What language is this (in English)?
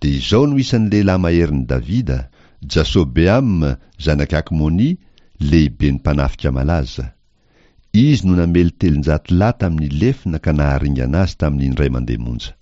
Malagasy